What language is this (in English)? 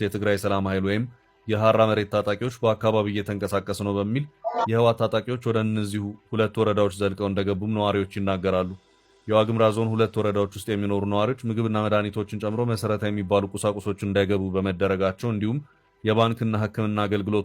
Amharic